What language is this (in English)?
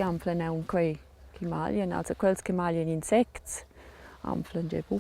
Romansh